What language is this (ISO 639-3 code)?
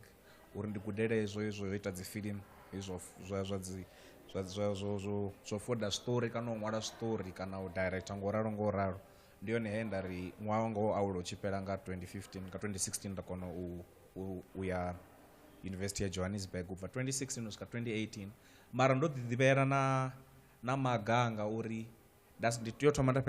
ven